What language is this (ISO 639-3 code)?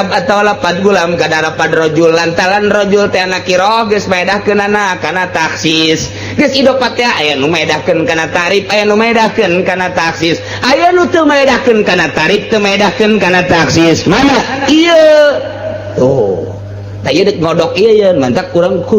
sun